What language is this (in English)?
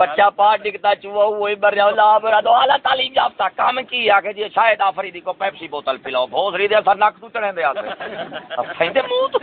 Saraiki